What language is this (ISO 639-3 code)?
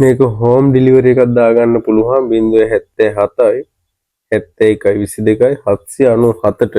sin